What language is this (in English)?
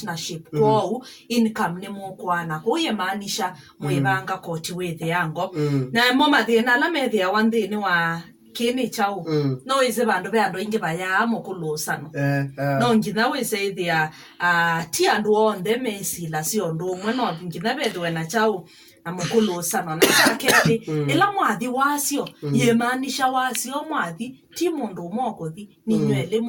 Kamba